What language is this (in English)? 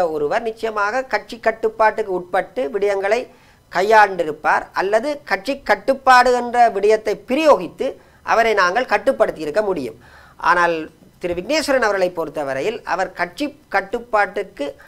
Tamil